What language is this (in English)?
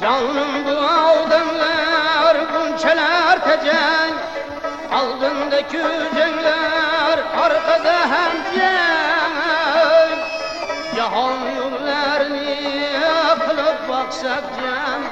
Kara-Kalpak